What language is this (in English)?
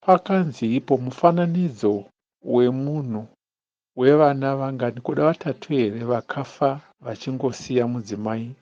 Shona